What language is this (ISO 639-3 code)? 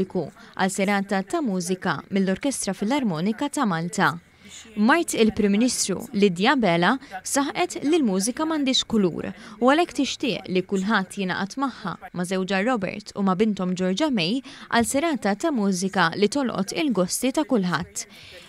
mlt